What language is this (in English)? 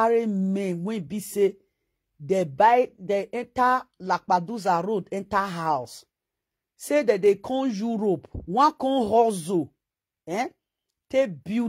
Nigerian Pidgin